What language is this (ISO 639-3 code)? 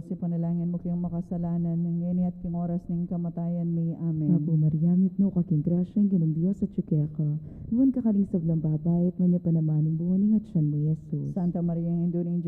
pam